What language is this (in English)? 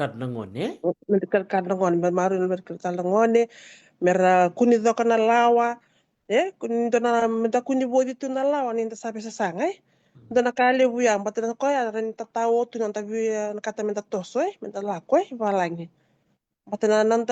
Fijian